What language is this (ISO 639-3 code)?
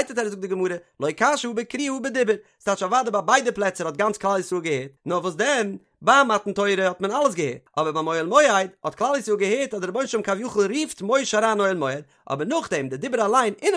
yid